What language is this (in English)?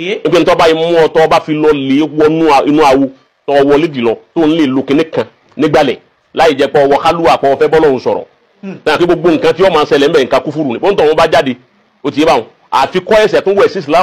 Yoruba